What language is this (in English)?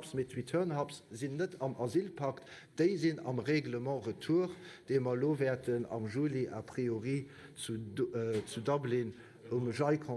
Luxembourgish